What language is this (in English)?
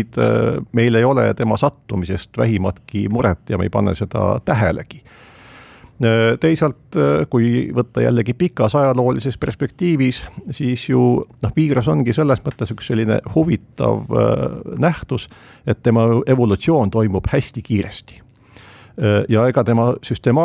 Estonian